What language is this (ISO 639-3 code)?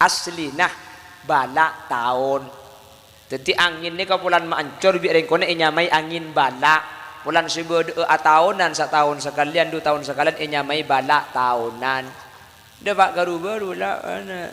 mad